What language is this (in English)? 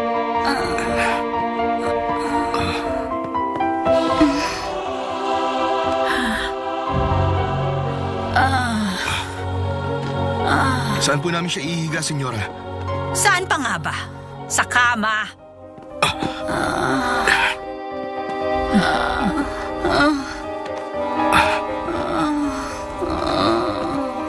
Filipino